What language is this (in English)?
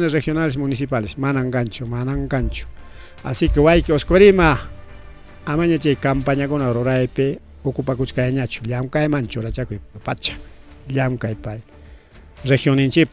Ayacucho Quechua